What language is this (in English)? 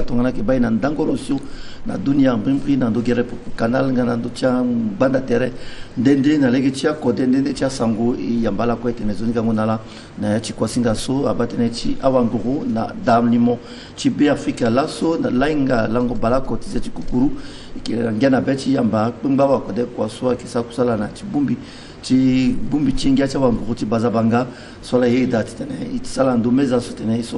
Sango